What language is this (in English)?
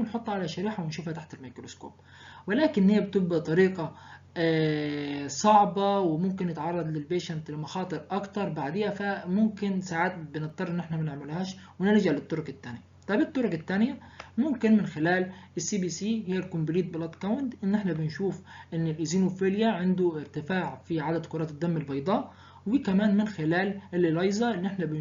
Egyptian Arabic